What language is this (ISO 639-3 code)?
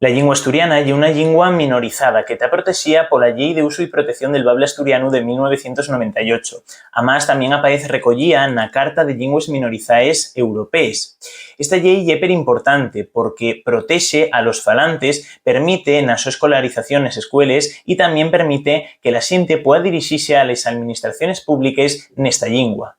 ast